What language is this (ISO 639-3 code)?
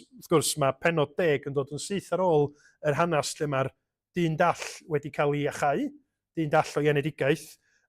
cym